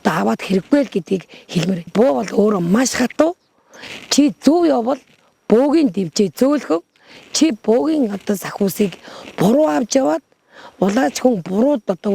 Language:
Mongolian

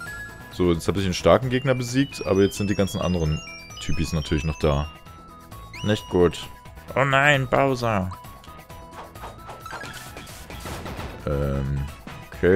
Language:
German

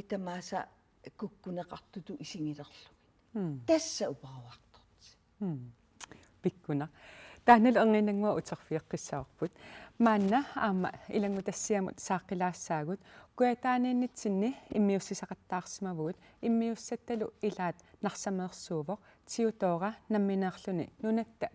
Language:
Kalaallisut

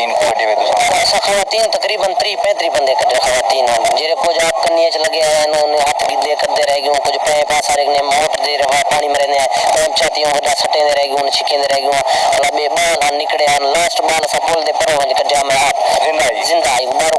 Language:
Saraiki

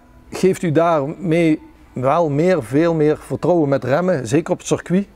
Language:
Dutch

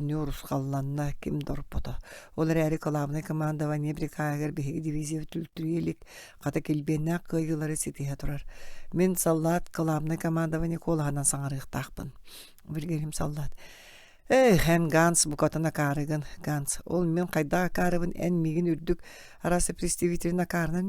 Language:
Yakut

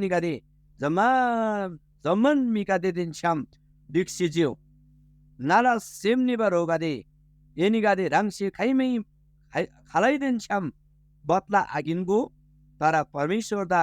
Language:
Eastern Tamang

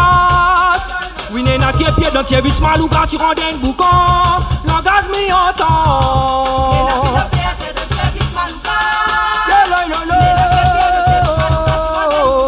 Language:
Réunion Creole French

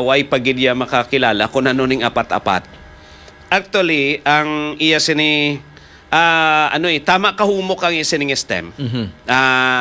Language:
Hiligaynon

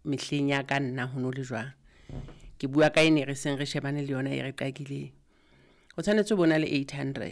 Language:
Southern Sotho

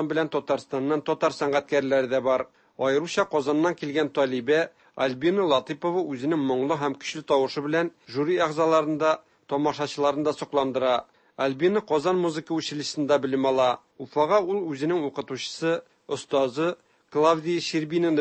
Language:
Tatar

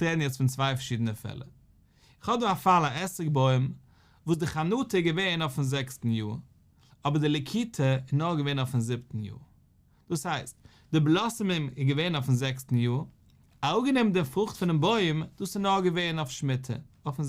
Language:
Yiddish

